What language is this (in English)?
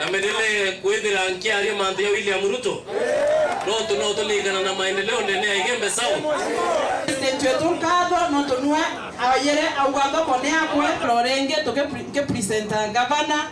Meru